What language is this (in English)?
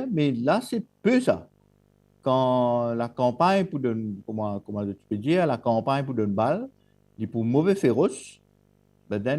Morisyen